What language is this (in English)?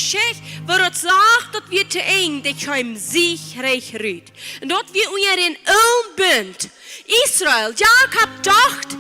Plautdietsch